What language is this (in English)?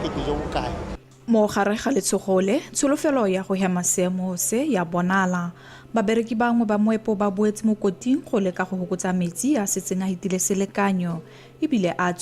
Tswana